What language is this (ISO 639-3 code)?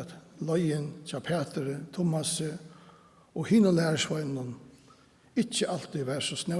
fao